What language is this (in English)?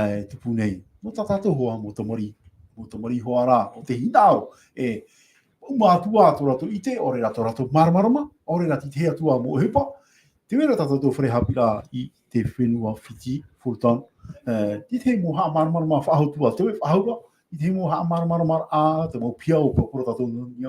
Tahitian